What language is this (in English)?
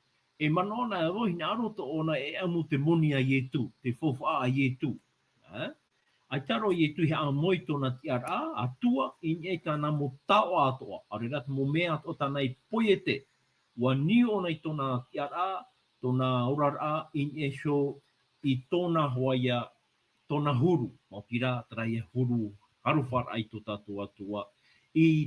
Tahitian